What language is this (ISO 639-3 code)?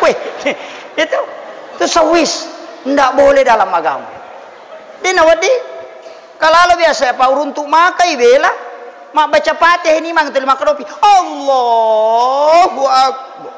bug